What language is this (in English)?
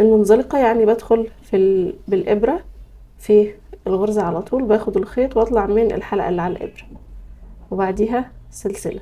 Egyptian Arabic